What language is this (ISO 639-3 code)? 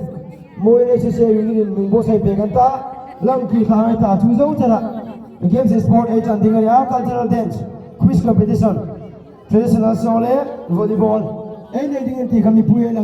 hmr